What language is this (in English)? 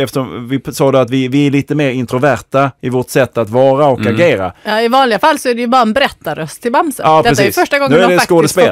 Swedish